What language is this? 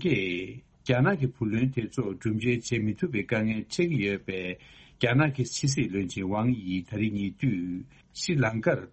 Tibetan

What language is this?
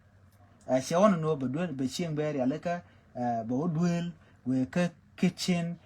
Nuer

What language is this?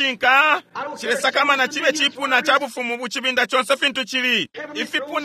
Bemba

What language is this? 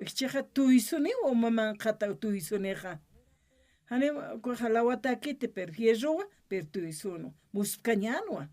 Aymara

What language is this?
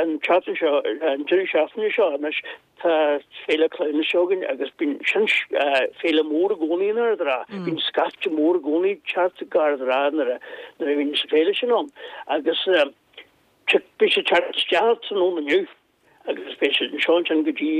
Irish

